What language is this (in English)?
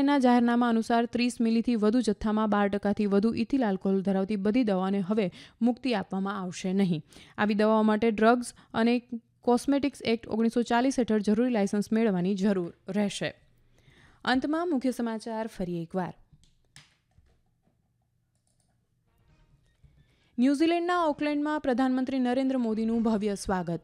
Gujarati